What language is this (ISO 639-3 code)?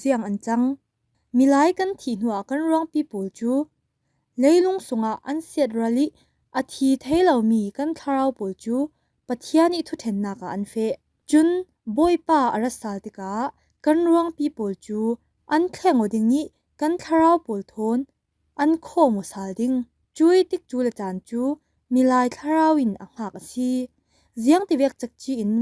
cfm